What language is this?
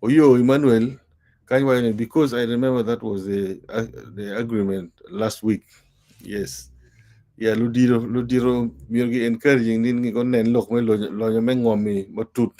Acoli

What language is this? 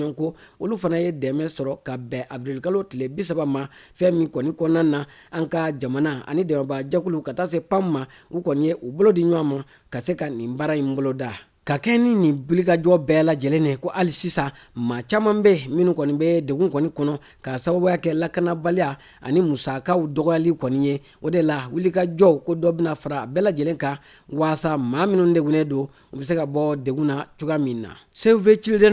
Bambara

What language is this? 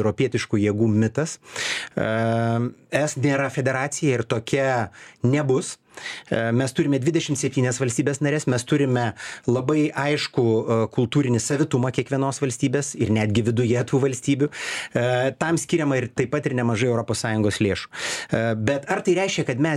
Lithuanian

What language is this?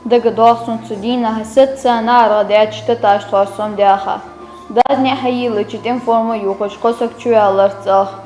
Ingush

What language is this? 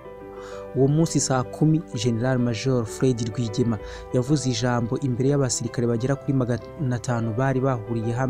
Kinyarwanda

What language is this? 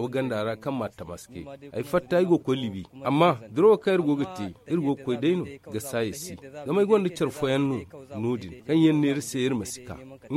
Zarma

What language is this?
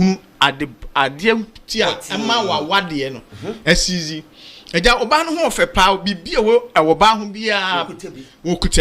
Akan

